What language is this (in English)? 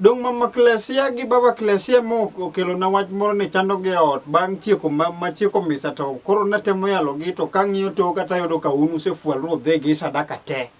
Luo (Kenya and Tanzania)